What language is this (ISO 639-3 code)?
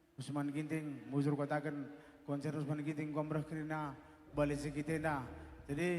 btx